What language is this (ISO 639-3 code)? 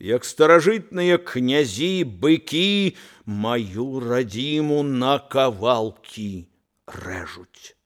bel